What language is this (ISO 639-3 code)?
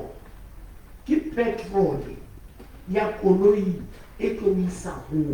sot